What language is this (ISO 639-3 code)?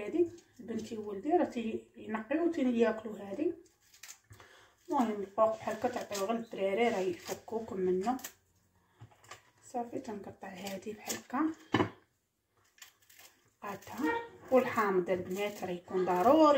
ary